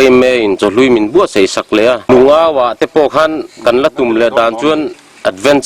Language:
Mizo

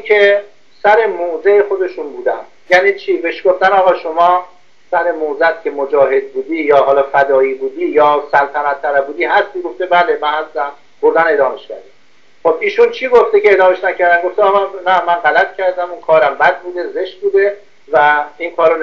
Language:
Persian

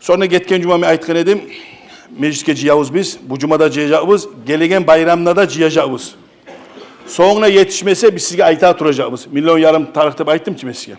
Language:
Kumyk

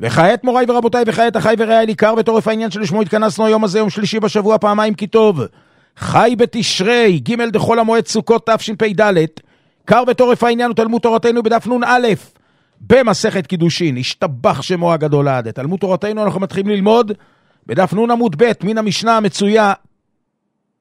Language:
Hebrew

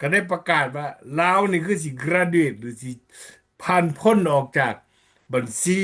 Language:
Lao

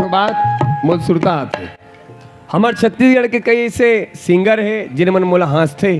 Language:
Chhattisgarhi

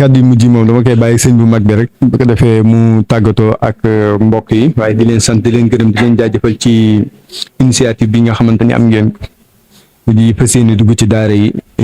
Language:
Wolof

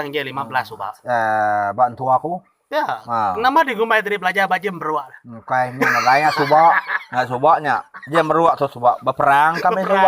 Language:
Iban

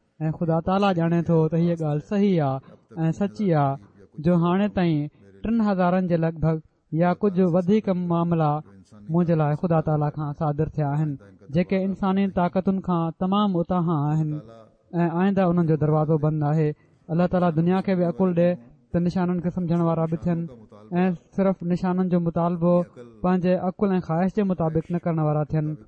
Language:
Sindhi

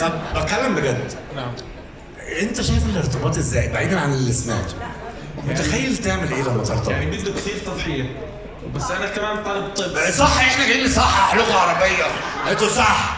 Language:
Egyptian Arabic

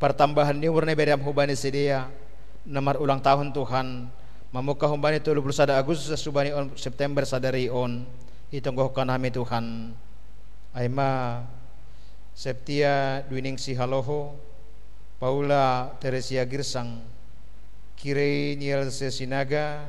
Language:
Batak Simalungun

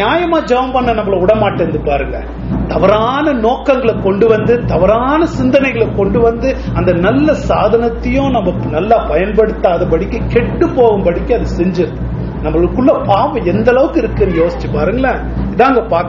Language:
Tamil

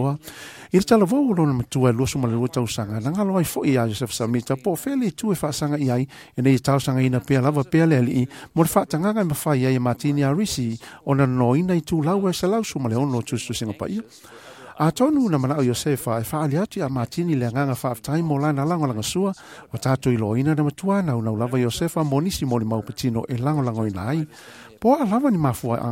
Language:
Samoan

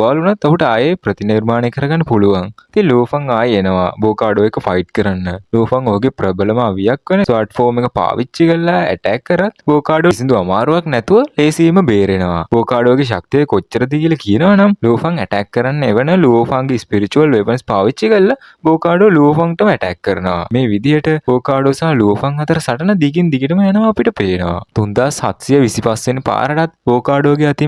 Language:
Sinhala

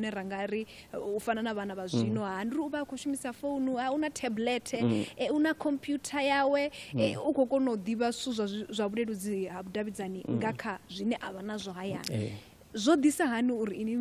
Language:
Venda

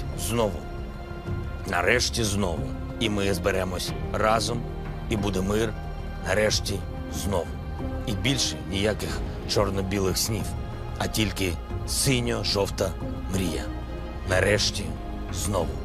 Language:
Ukrainian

